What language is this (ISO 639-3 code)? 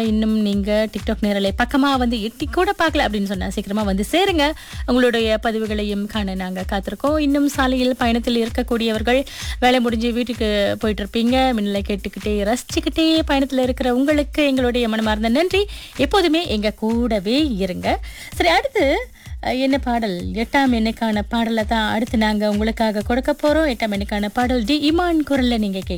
tam